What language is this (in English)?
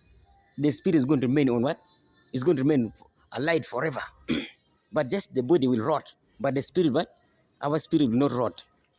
Acoli